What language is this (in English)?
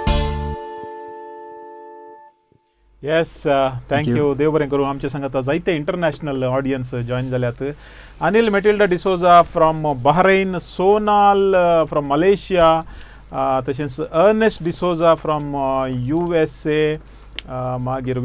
Konkani